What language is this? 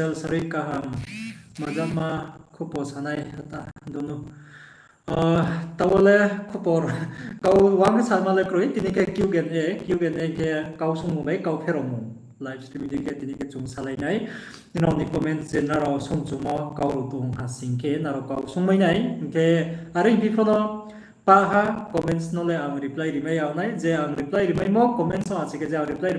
Riang (India)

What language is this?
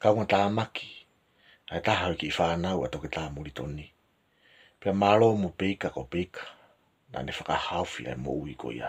Tongan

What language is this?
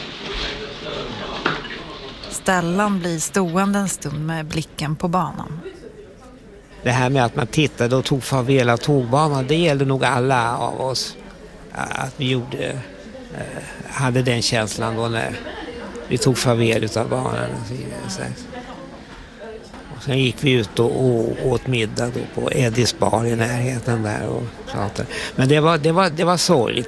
Swedish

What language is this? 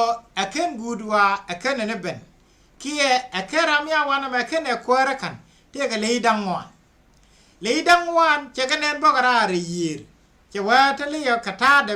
Nuer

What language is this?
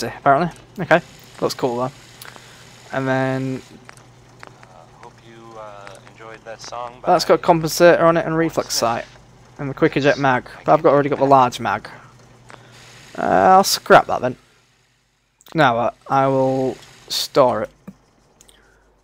English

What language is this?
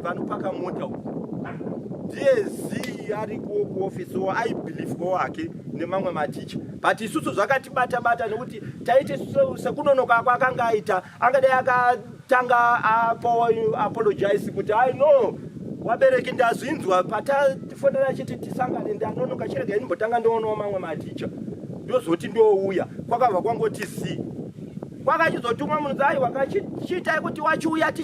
Shona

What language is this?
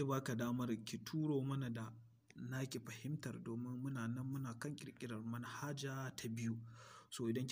Hausa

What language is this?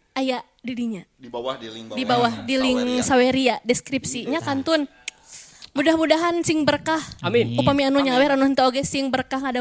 Sundanese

